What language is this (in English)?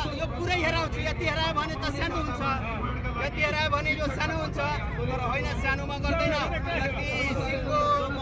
Nepali